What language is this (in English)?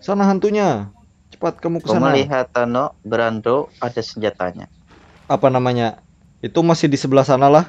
Banjar